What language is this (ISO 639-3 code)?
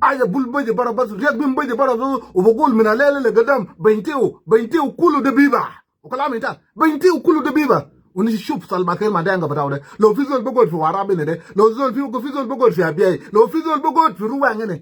nus